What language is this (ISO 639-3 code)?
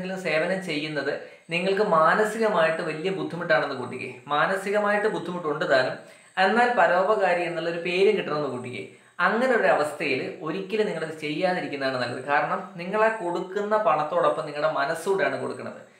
mal